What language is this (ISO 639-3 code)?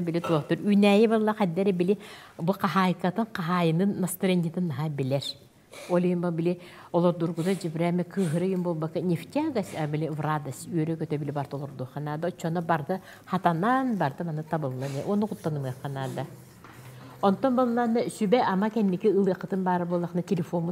sah